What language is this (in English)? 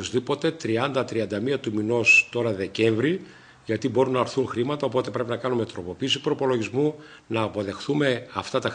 Greek